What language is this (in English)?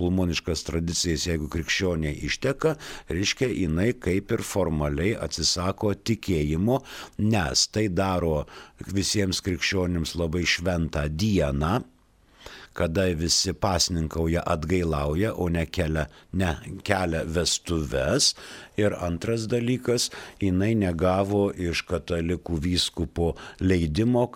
Lithuanian